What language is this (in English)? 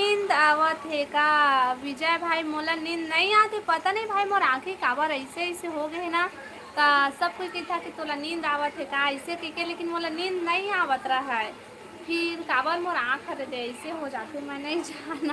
Chhattisgarhi